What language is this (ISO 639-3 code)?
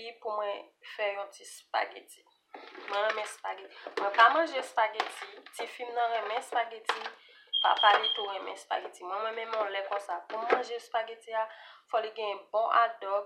hat